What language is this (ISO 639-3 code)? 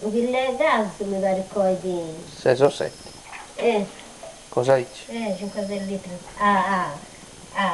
srd